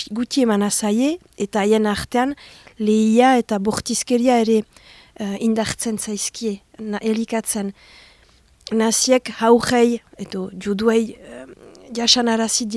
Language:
Basque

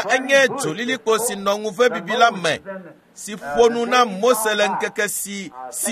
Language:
Ewe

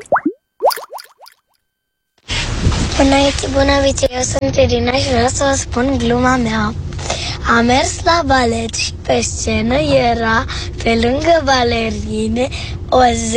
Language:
Romanian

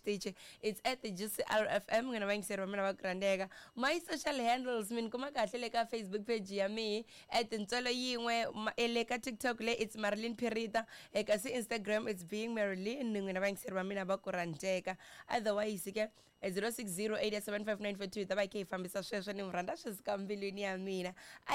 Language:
Tsonga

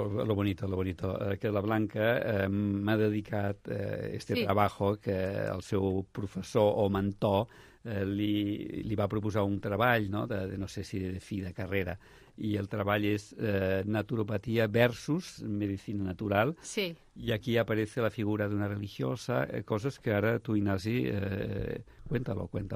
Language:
Catalan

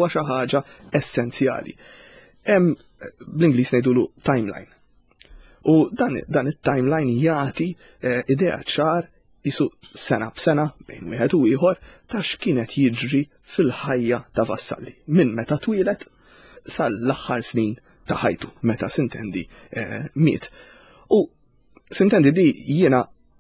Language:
Maltese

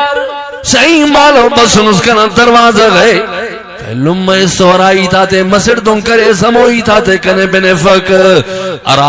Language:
Brahui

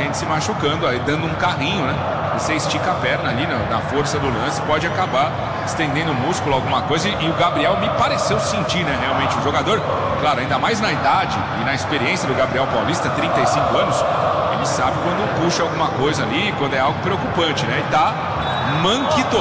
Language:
Portuguese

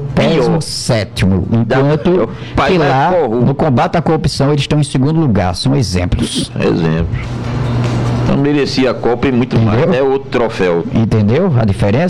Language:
Portuguese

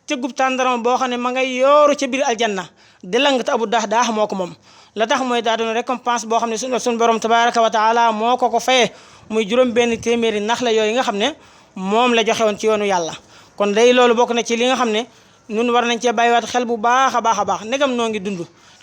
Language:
Wolof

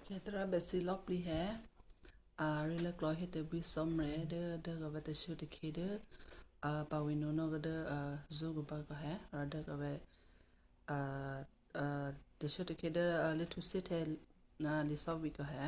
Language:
Western Kayah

